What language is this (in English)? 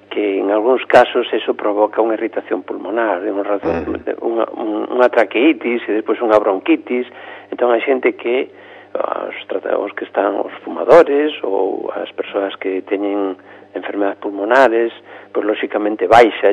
Galician